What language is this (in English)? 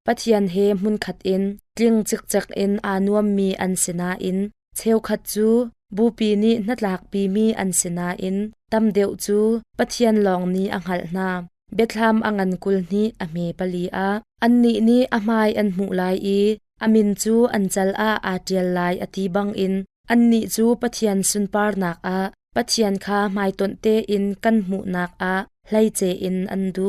Hakha Chin